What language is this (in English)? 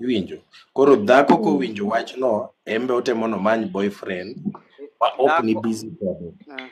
Luo (Kenya and Tanzania)